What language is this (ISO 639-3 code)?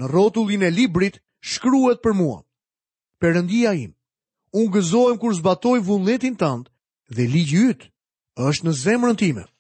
sqi